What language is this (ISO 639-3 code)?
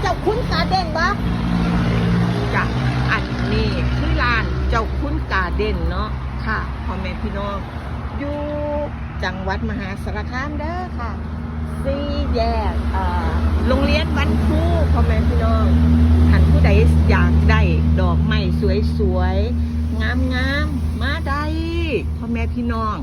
tts